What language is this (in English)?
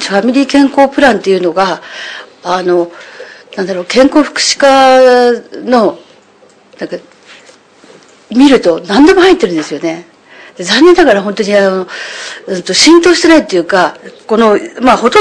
Japanese